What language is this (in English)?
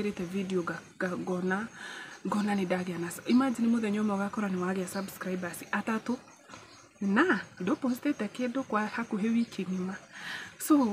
Kikuyu